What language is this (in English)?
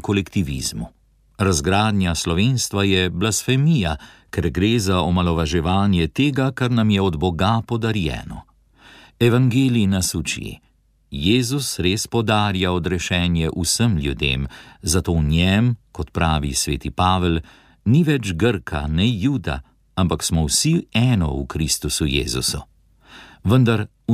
Slovenian